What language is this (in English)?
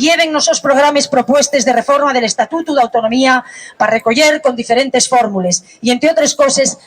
Asturian